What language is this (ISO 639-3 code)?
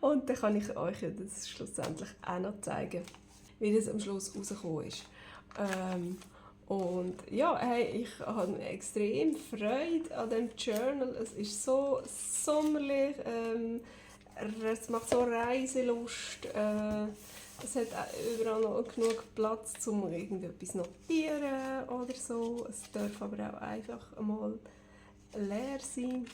gsw